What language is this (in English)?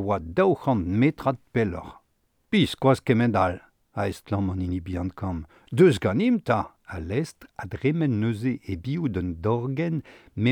Breton